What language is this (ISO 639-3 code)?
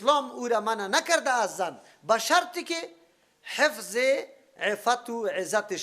fas